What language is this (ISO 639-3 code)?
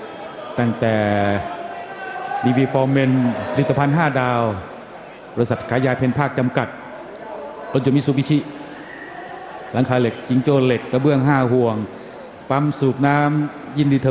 tha